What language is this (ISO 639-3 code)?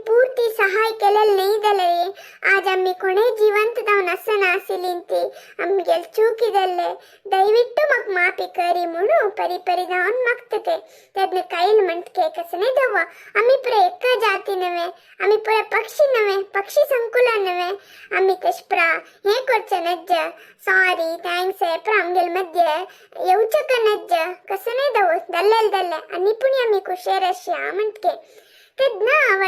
kok